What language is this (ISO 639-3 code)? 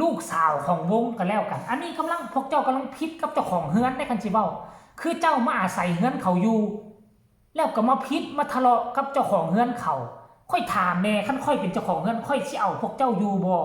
tts